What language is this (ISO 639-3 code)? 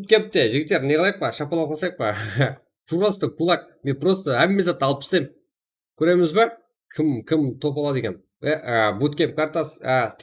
kaa